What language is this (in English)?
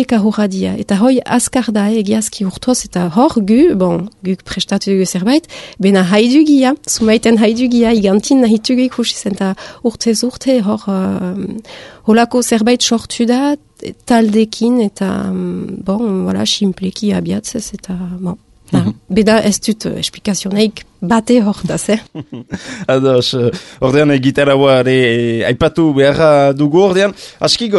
Basque